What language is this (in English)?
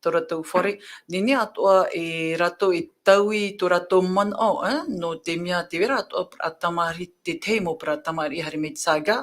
Tahitian